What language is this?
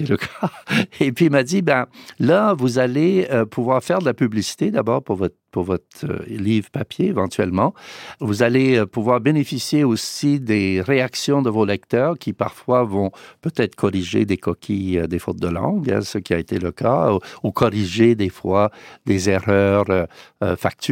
French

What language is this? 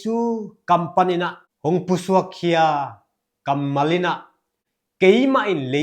Tedim Chin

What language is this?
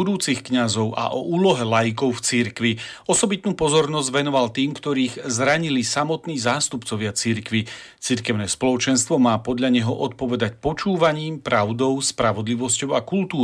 Slovak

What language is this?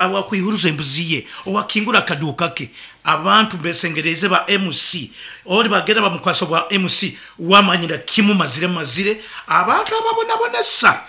Nyankole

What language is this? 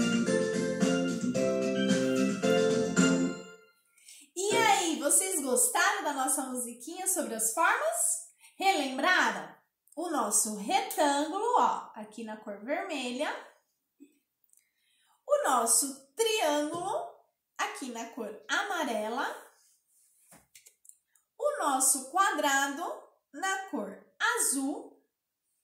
Portuguese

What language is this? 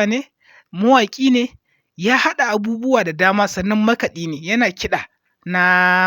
Hausa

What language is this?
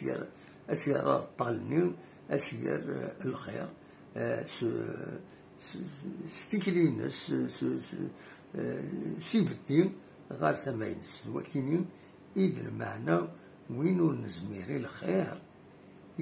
Kabyle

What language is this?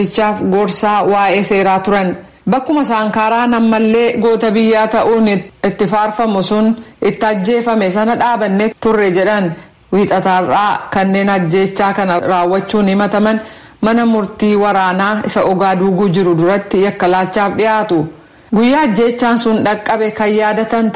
Oromo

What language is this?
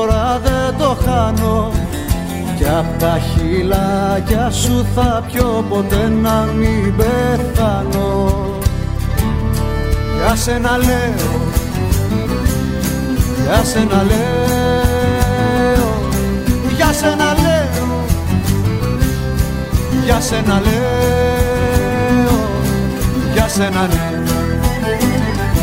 Greek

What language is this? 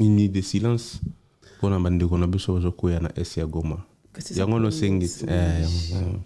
Lingala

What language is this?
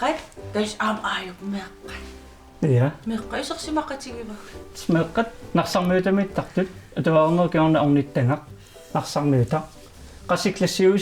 Kalaallisut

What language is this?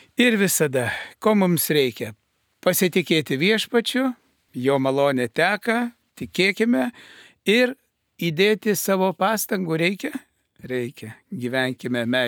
Lithuanian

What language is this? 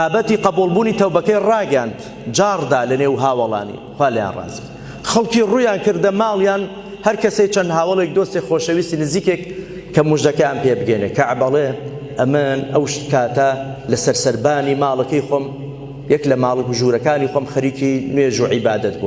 Central Kurdish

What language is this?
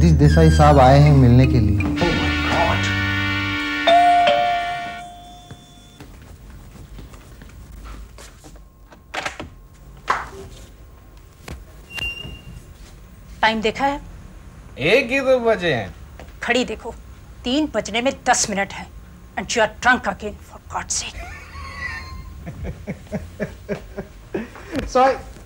Hindi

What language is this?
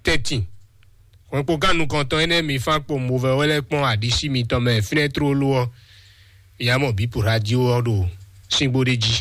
Fon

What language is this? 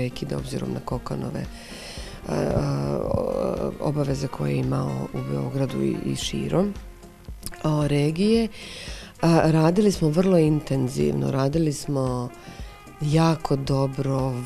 Bosnian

